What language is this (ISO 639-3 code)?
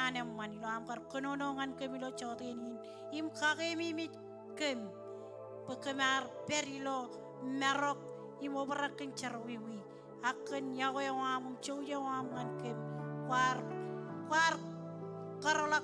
mah